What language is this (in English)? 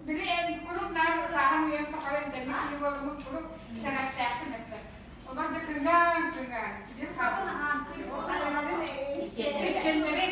Yakut